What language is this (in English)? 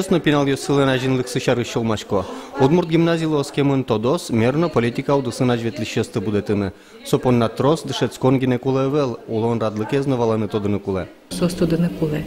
Udmurt